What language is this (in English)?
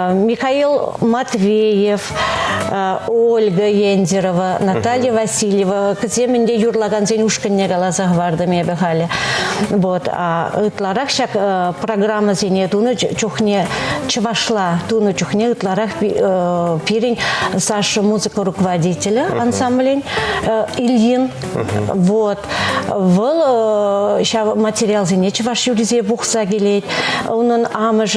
Chuvash